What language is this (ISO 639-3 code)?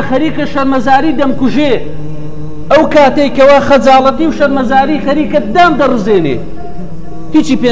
ckb